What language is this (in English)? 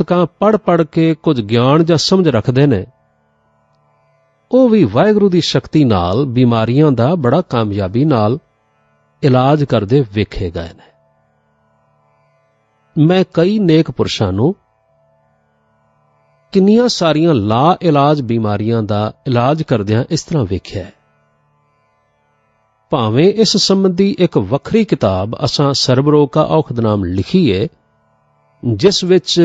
Punjabi